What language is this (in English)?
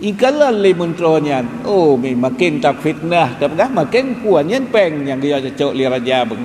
Achinese